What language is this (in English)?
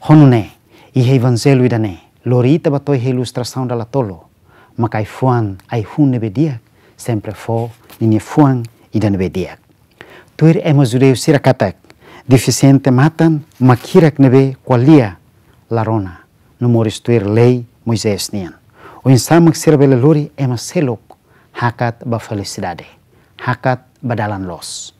Tetum